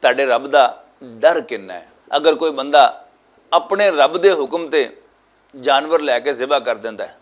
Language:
Western Panjabi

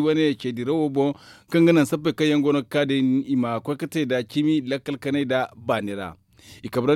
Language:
Zarma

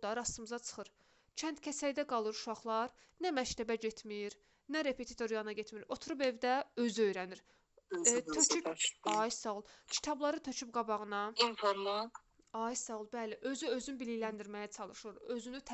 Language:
Azerbaijani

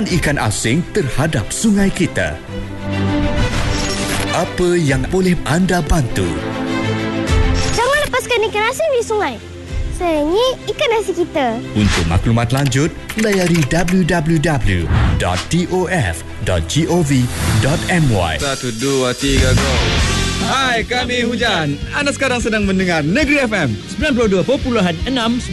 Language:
Malay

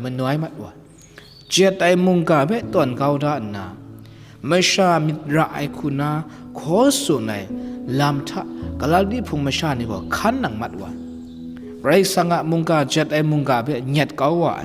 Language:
Kachin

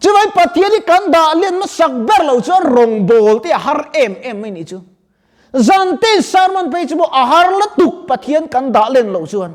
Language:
Mizo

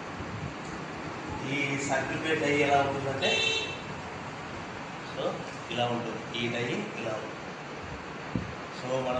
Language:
Telugu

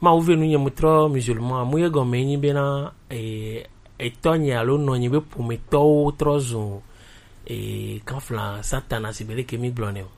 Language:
Gen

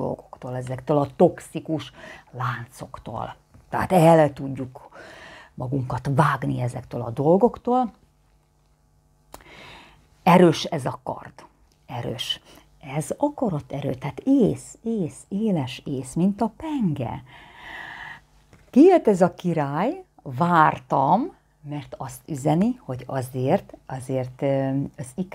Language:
Hungarian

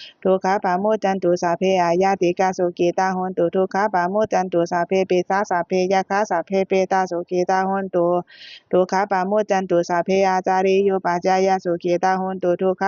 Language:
Pali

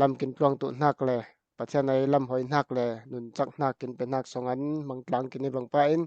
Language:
Falam Chin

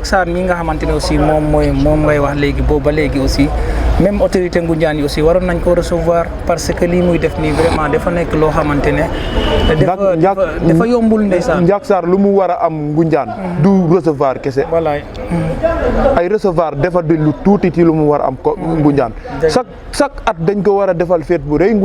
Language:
Wolof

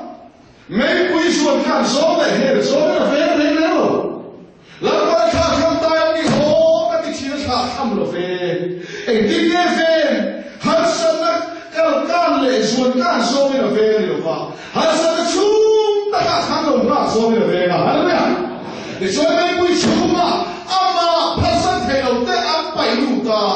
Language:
Mizo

